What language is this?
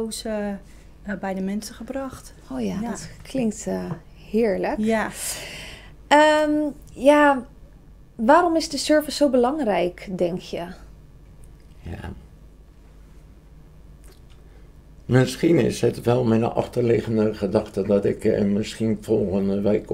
Dutch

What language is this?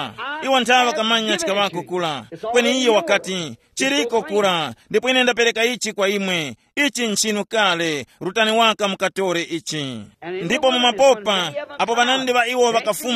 Tumbuka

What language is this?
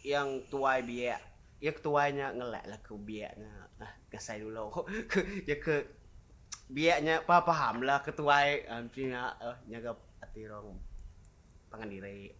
Iban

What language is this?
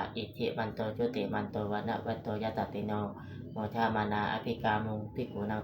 Pali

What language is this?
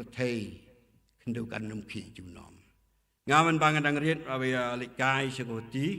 Khasi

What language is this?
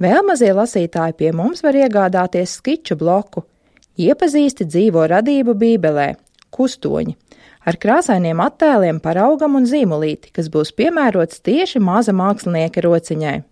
Latvian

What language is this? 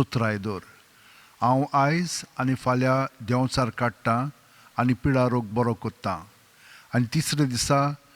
Konkani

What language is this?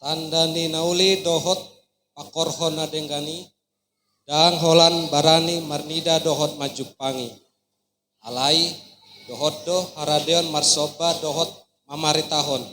Batak Toba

